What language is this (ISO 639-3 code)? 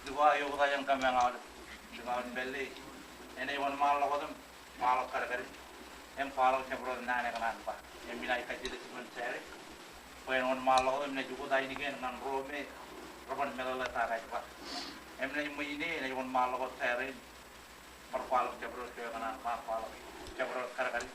mah